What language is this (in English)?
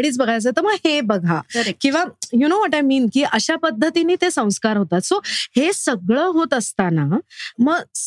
Marathi